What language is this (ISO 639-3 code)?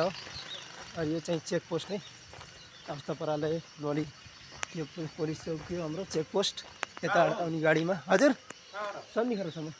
nep